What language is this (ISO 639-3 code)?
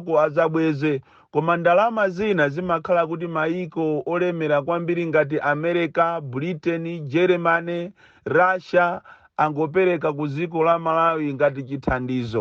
nya